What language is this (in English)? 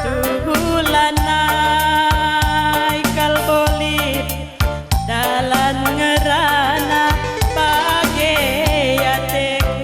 Batak Karo